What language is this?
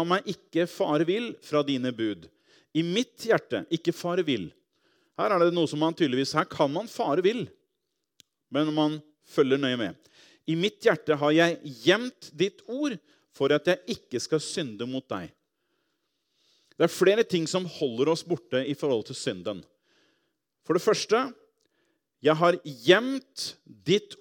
Norwegian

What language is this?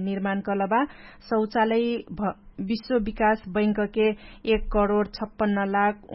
Dangaura Tharu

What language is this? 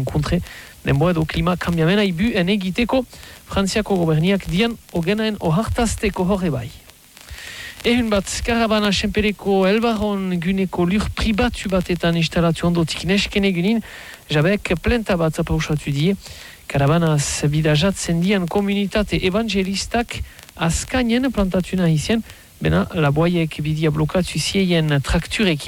Basque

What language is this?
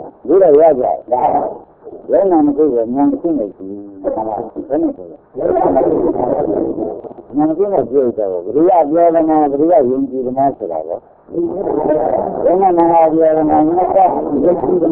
Burmese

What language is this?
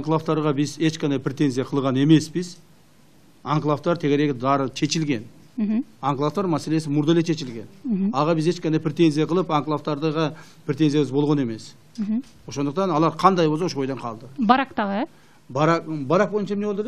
Kyrgyz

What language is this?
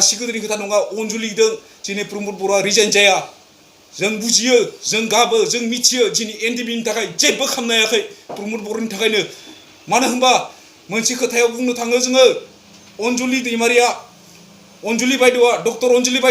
Bodo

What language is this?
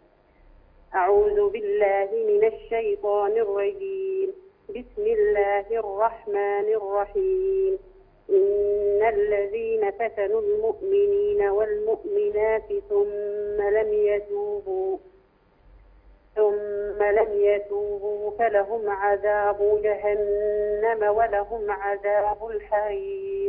Arabic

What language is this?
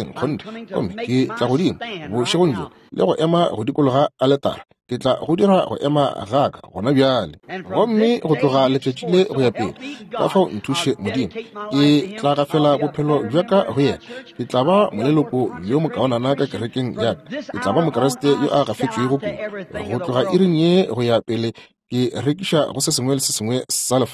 Northern Sotho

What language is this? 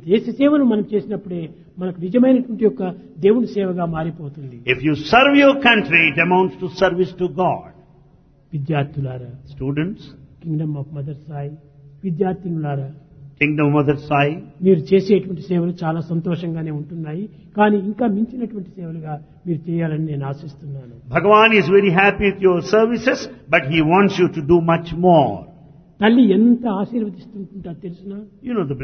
Telugu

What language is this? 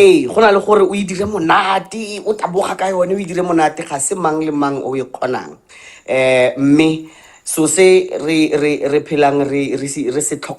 Tswana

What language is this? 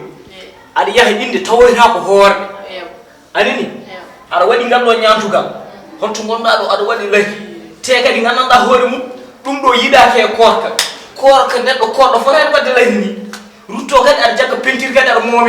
Fula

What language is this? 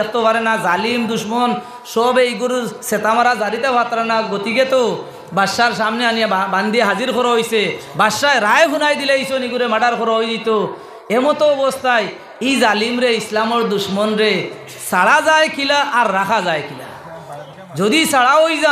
Sylheti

